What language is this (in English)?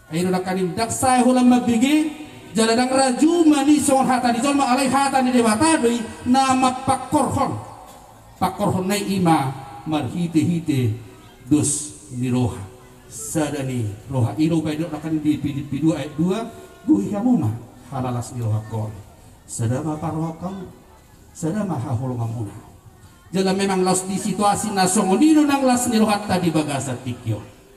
Batak Toba